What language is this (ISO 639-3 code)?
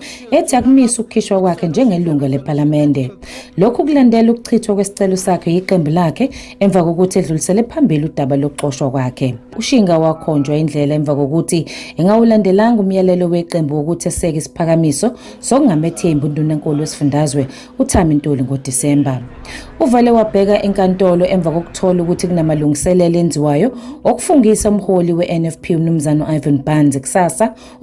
zul